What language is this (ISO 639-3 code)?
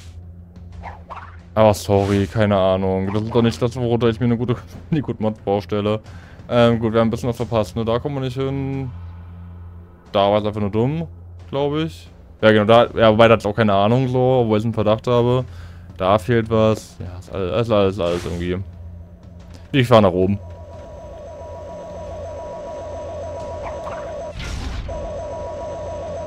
deu